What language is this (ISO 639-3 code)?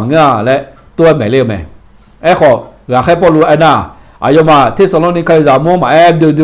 ahk